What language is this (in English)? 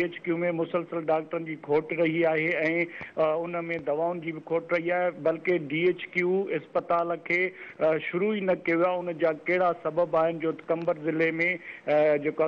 Sindhi